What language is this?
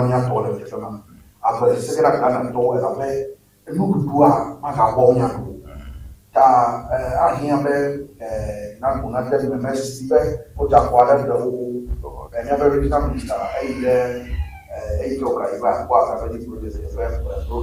Ewe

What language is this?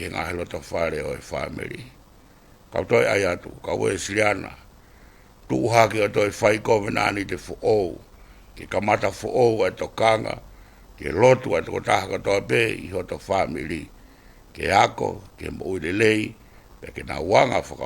Tongan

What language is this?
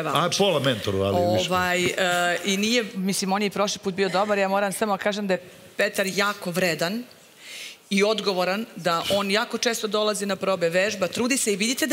Serbian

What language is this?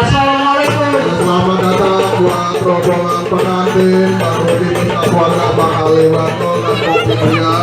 Betawi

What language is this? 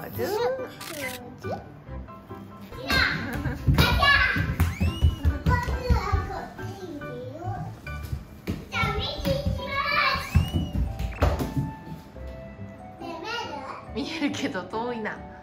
Japanese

